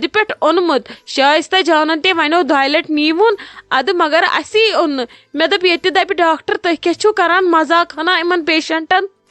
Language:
Kashmiri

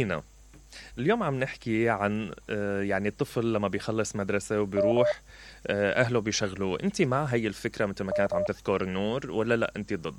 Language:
Mesopotamian Arabic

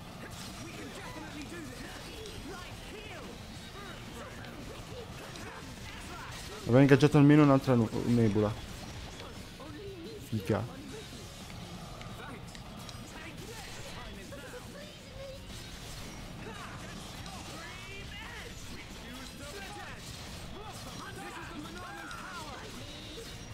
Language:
Italian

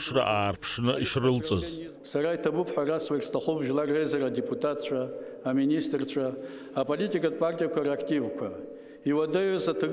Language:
Abkhazian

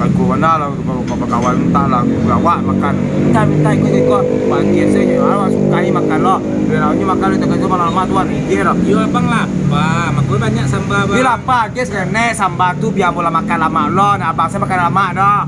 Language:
Minangkabau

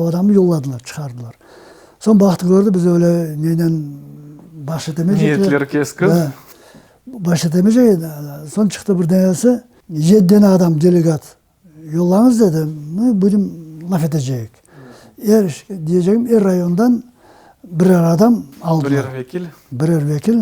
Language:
Crimean Tatar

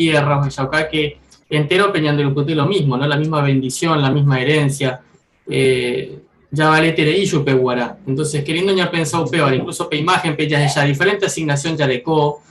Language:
Guarani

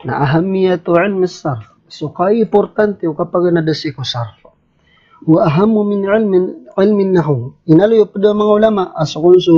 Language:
Maranao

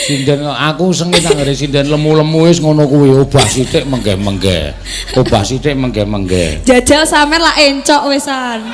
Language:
Javanese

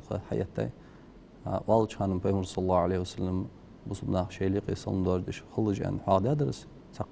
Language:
Ingush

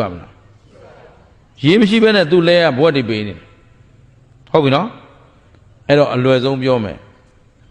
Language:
Burmese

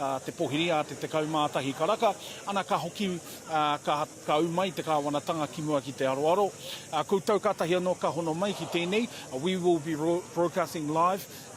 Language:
Māori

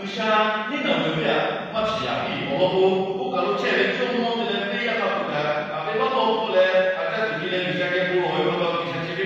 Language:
Lahu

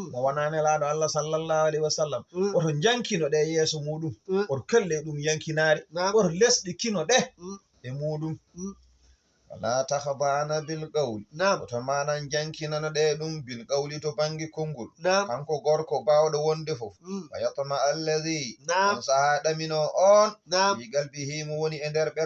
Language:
Fula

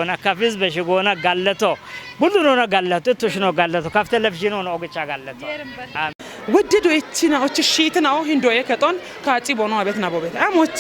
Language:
Kafa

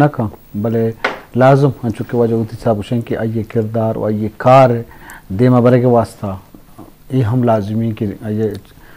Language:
Eastern Balochi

